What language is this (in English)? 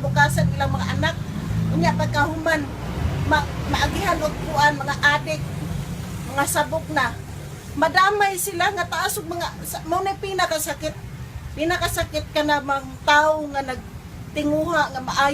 Cebuano